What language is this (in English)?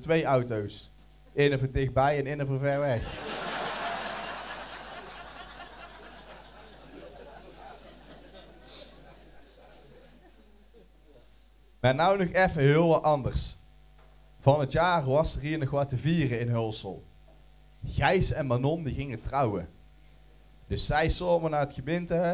Dutch